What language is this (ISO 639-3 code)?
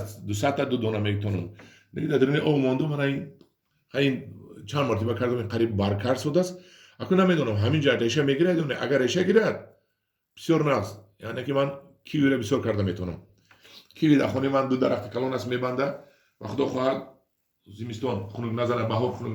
tgk